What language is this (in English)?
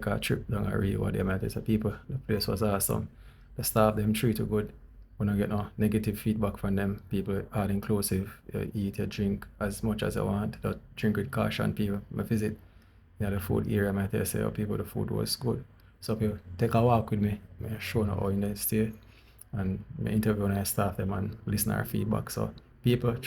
Jamaican Creole English